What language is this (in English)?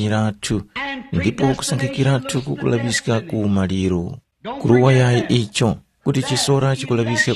Tumbuka